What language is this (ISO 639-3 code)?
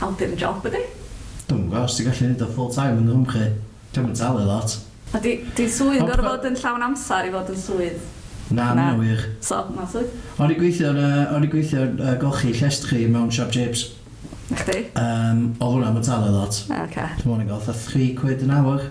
cym